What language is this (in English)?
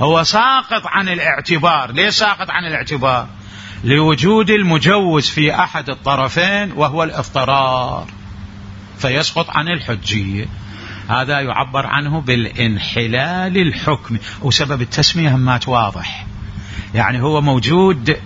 Mesopotamian Arabic